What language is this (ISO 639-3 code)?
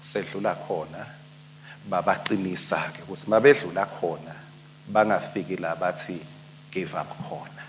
ssw